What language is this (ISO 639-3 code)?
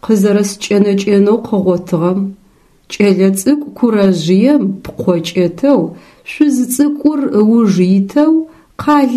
ady